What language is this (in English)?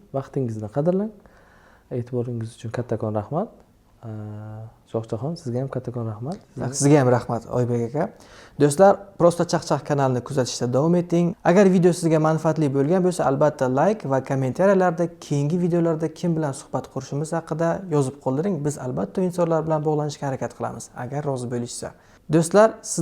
Uzbek